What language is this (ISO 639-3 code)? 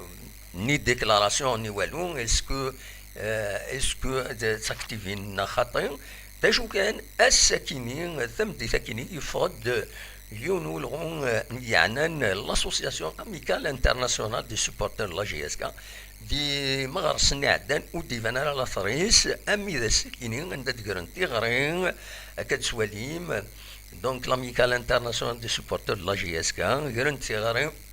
kab